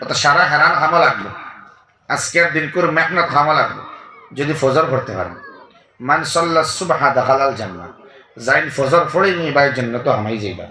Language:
Sylheti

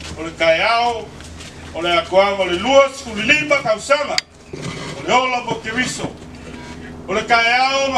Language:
Samoan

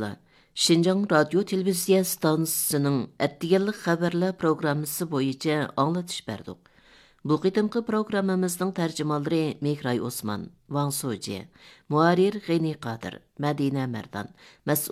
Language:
Uyghur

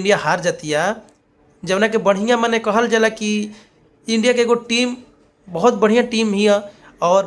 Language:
Bhojpuri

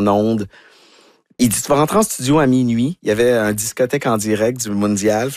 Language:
French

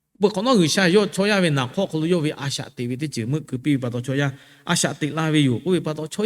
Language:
Lahu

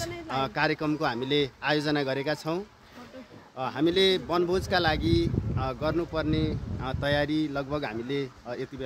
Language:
Nepali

